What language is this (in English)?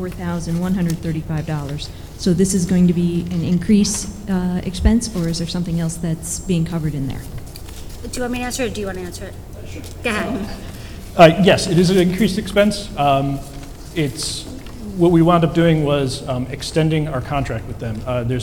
English